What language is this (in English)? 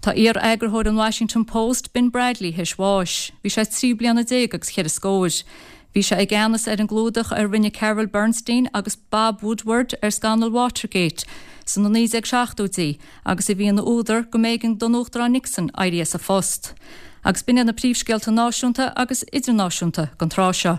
Irish